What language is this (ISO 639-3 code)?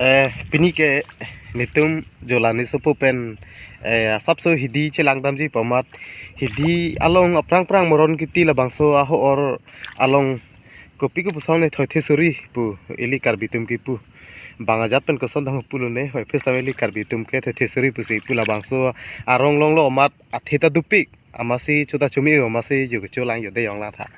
mjw